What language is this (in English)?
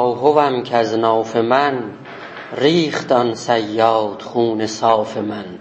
South Azerbaijani